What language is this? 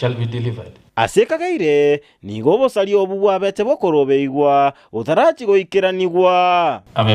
Gusii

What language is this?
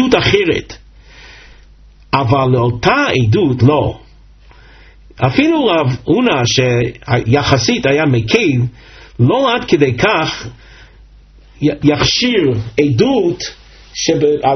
Hebrew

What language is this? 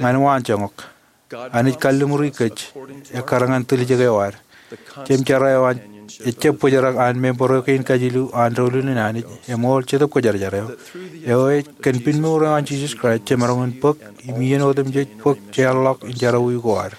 Marshallese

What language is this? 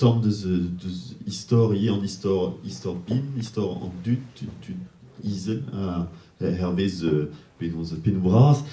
Breton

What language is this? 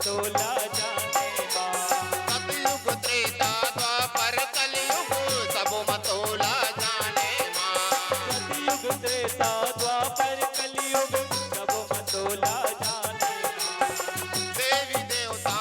Chhattisgarhi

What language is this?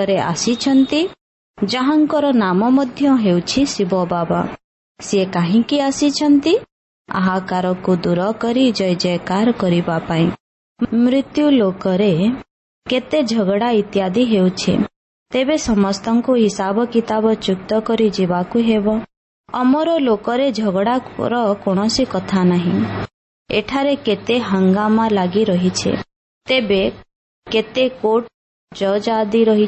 Odia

